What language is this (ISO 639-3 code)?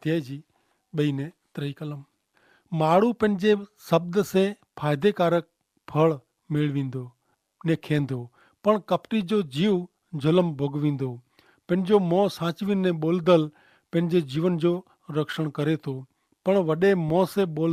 kfr